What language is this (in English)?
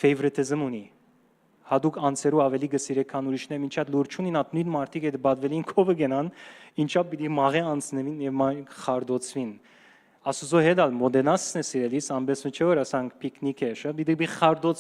Western Armenian